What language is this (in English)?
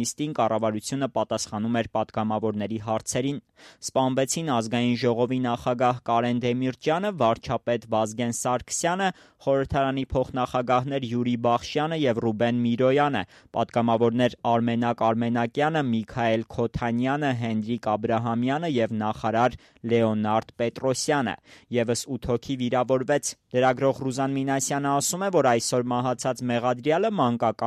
Armenian